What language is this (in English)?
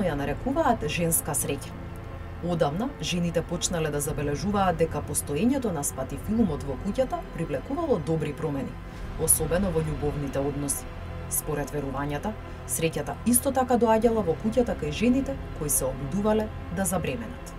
Macedonian